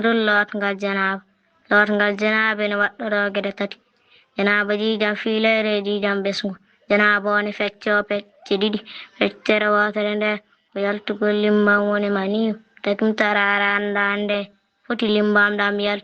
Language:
Fula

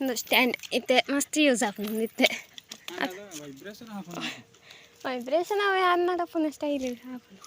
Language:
Tulu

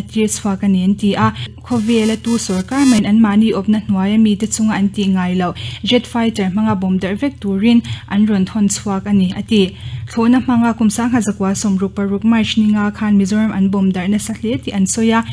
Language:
Mizo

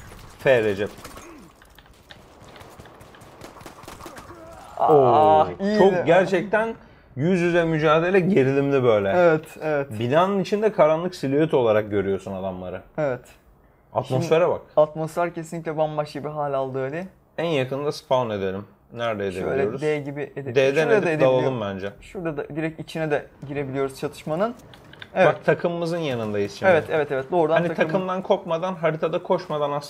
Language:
Turkish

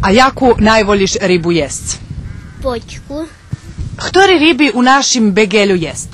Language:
Rusyn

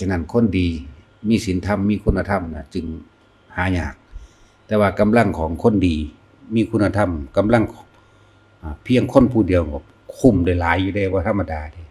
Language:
Northeastern Thai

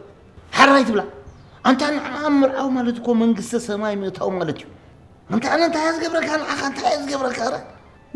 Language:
Tigrinya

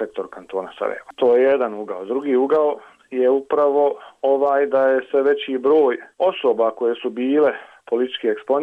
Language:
Bosnian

